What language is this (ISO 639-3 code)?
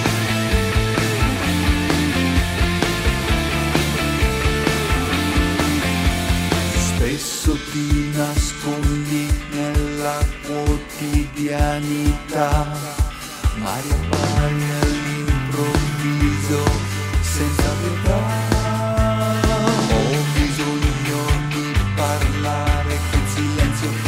ita